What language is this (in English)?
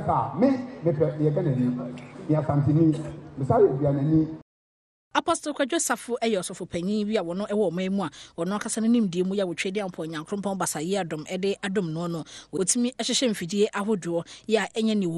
Akan